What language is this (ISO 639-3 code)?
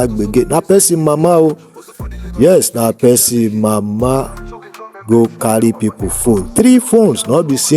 pcm